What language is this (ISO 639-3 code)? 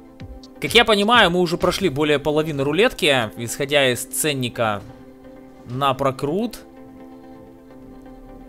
rus